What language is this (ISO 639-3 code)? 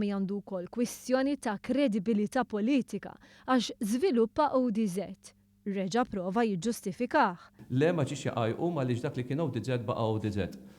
mlt